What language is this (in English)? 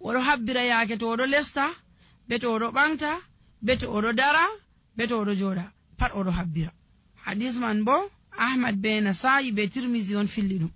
Nigerian Fulfulde